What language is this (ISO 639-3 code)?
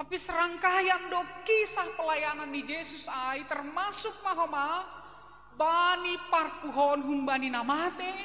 bts